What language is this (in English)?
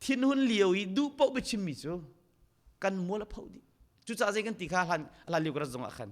Hakha Chin